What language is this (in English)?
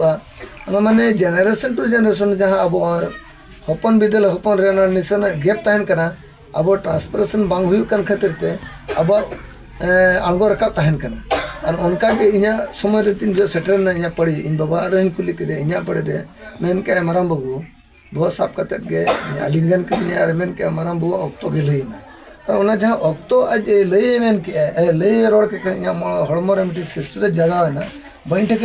Santali